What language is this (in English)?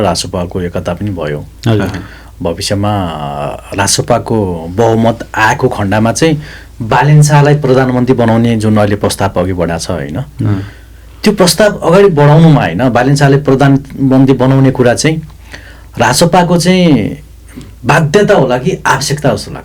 Nepali